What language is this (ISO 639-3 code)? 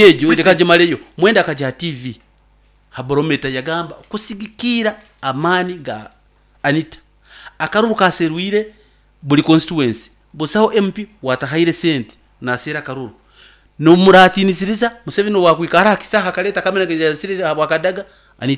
nyn